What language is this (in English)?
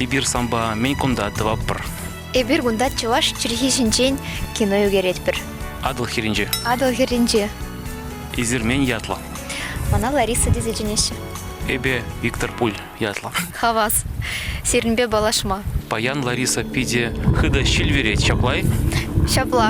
Chuvash